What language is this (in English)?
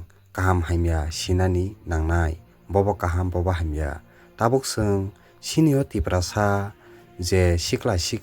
Kok Borok